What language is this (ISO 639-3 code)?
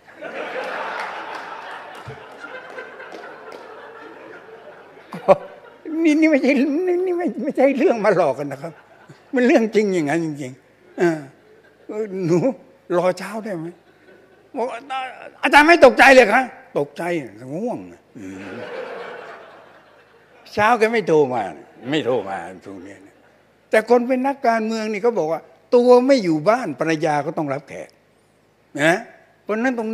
tha